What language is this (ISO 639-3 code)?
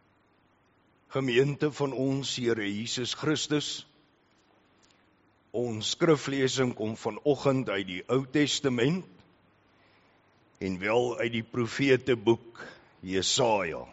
afr